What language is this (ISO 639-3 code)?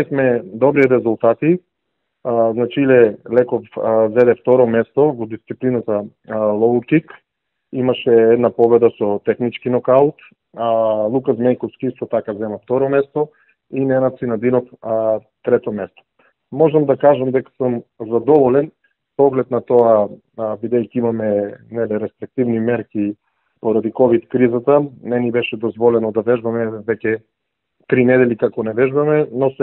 mkd